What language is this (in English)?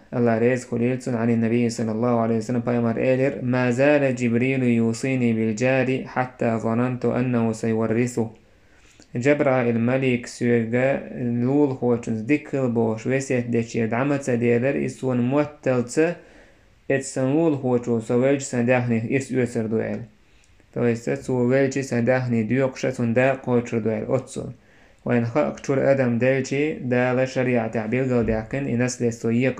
Chechen